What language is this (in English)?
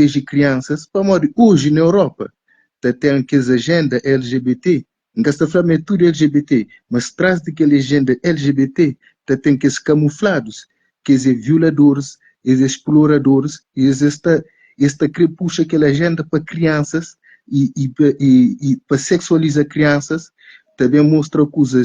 Kabuverdianu